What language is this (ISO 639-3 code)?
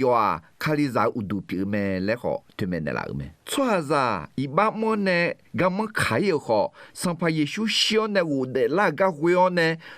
ahk